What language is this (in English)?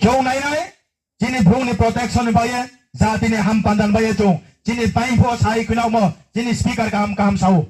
Riang (India)